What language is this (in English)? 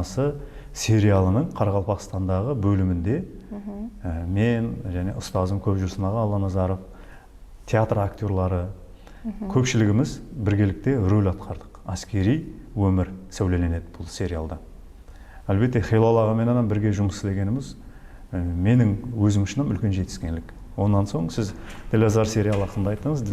Kara-Kalpak